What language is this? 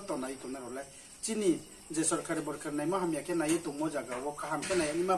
Riang (India)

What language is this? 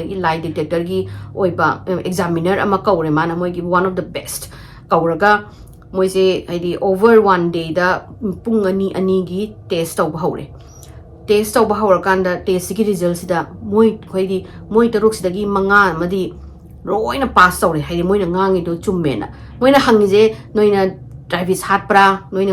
Manipuri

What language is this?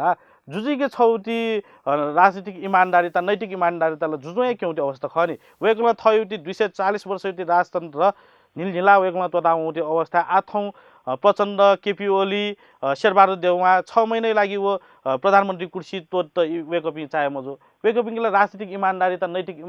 Newari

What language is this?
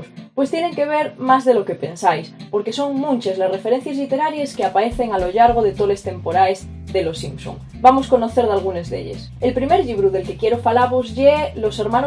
Asturian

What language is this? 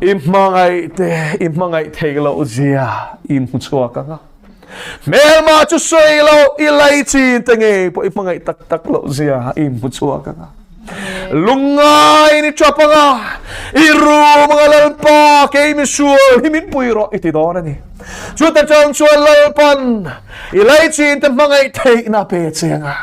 Mizo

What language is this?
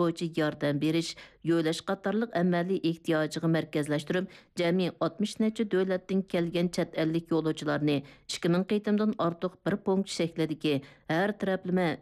Uyghur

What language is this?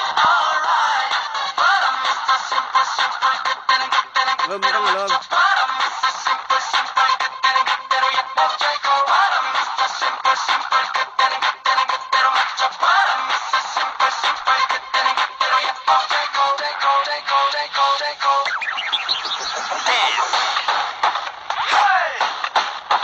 Korean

